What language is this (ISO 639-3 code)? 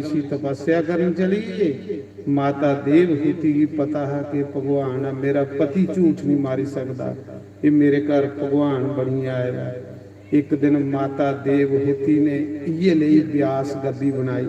doi